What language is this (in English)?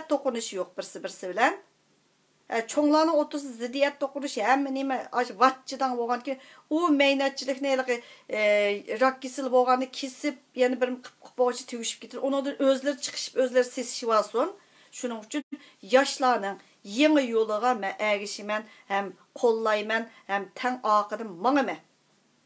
Uyghur